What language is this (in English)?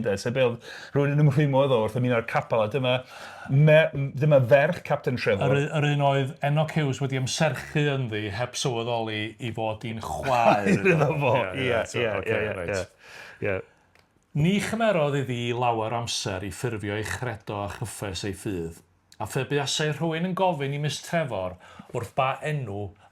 Welsh